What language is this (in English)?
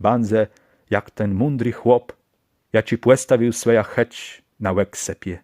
Kashubian